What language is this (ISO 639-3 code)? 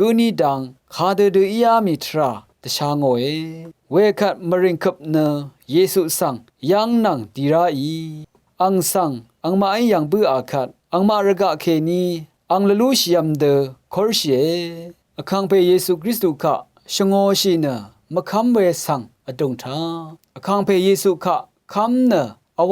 raw